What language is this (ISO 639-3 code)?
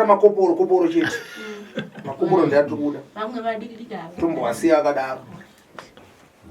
sna